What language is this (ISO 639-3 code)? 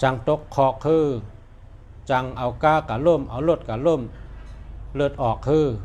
shn